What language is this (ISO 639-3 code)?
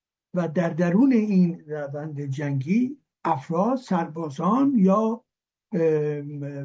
fas